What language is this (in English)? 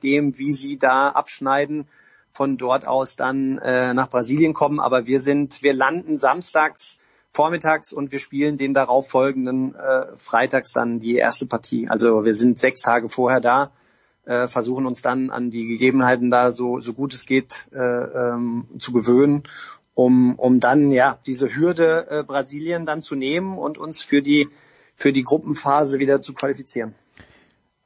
German